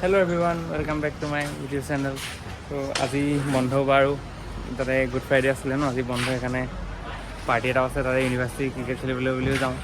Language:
Assamese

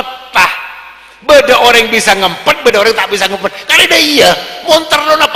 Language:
Madurese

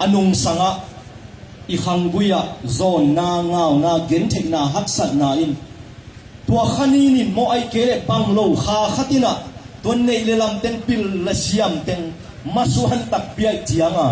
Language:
Tedim Chin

